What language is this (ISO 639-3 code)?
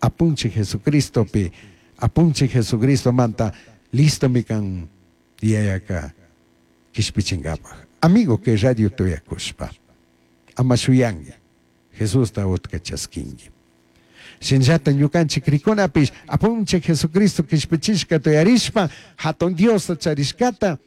qug